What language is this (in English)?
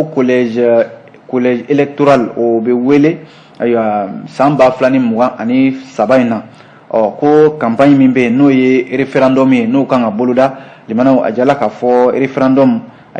Bambara